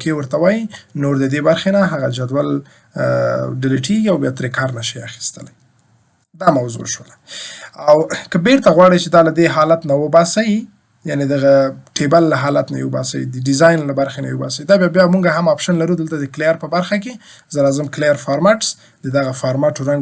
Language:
Pashto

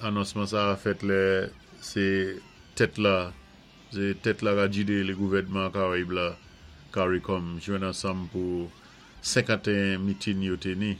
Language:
Saint Lucian Creole French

